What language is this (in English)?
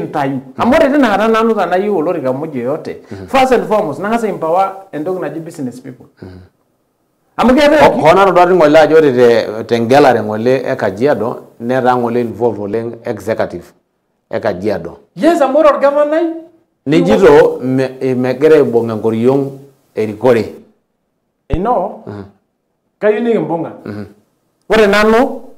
Masai